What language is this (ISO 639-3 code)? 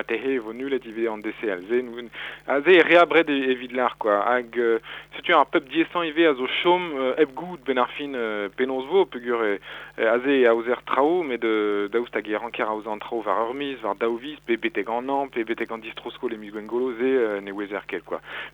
bre